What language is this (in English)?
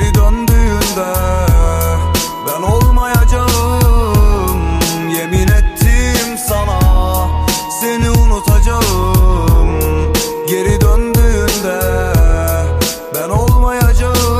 Turkish